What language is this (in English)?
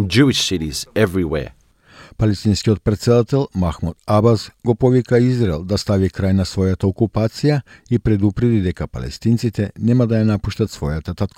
Macedonian